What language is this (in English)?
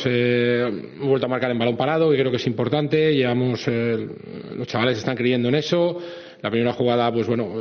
Spanish